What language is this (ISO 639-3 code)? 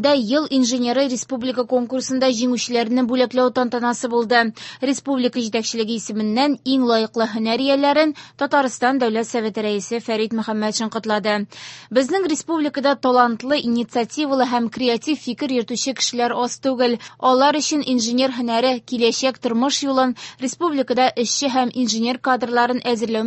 tat